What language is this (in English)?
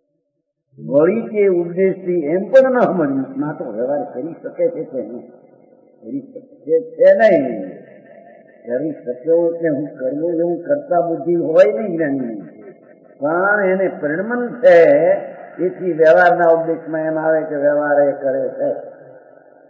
Gujarati